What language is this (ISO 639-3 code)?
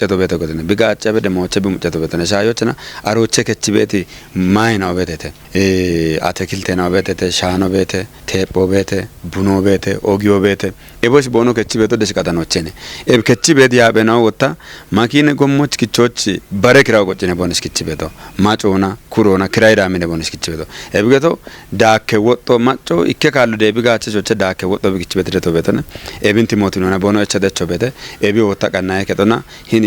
kbr